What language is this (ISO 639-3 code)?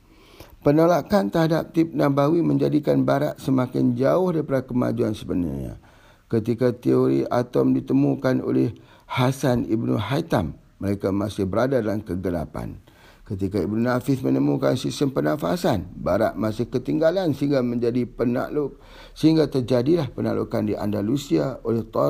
msa